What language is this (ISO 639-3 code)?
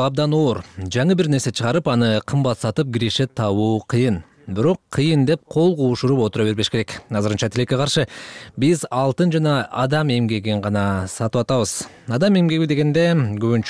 kir